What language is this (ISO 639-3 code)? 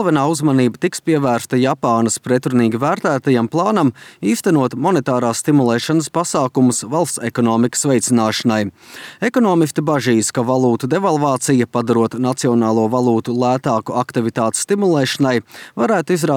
lav